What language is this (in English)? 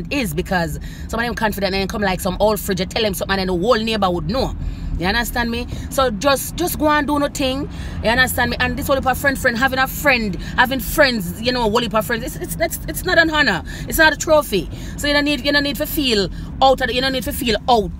Jamaican Creole English